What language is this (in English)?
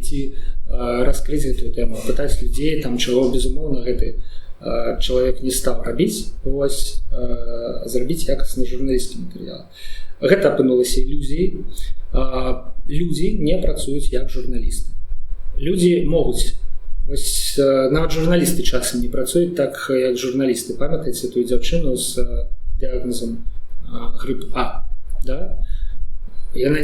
Belarusian